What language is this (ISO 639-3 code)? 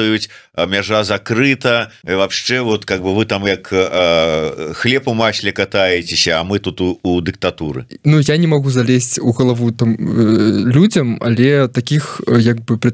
bel